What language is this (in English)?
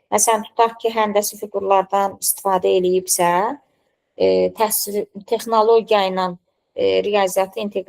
Azerbaijani